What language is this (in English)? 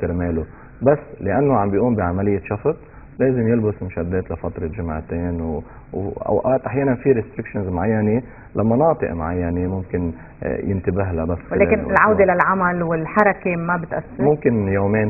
North Levantine Arabic